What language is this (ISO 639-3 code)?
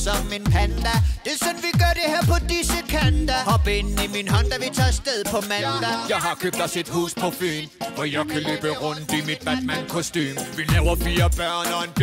dan